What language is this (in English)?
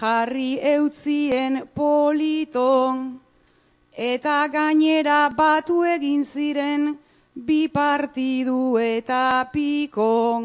Basque